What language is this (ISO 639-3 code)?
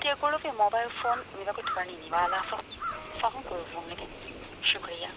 div